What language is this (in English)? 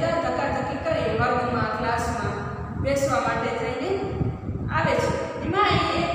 Gujarati